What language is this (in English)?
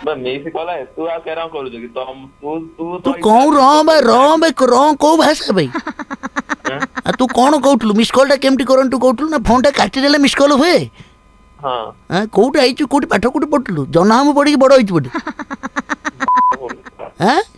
Odia